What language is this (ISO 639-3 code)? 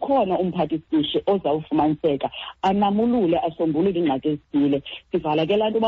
xho